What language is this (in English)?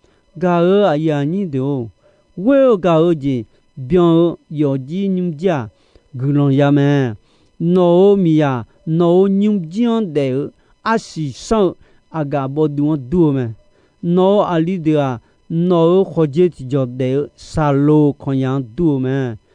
Akha